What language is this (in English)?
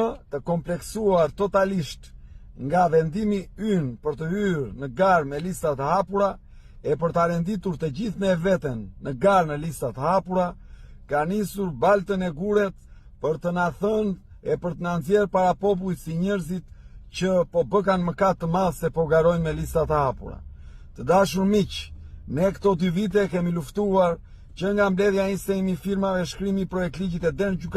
Albanian